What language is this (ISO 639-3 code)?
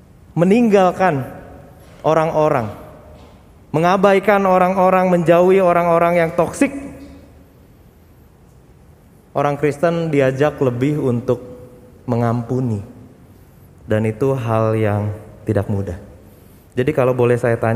ind